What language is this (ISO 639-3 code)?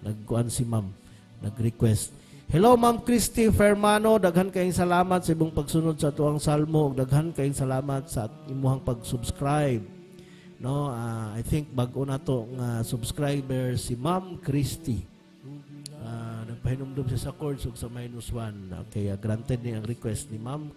ceb